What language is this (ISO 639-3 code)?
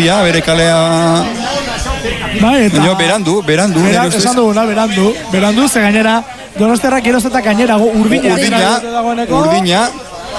eus